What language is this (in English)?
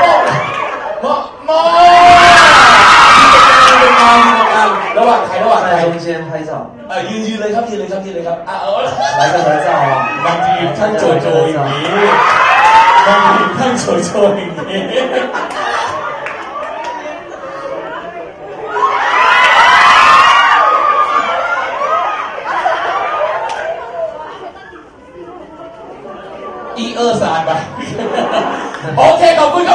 Thai